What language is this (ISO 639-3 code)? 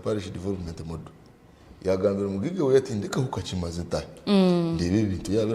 nyn